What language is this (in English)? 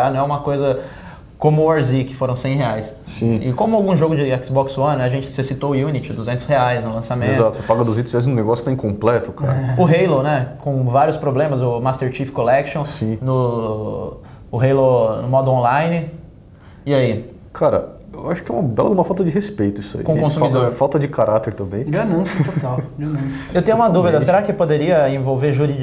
Portuguese